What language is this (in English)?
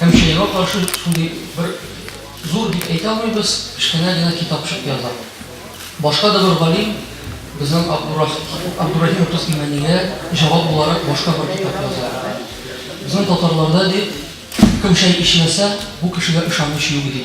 Tatar